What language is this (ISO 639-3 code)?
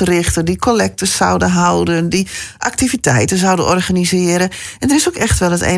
nld